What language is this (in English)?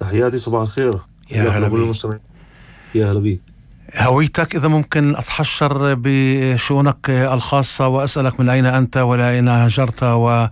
North Levantine Arabic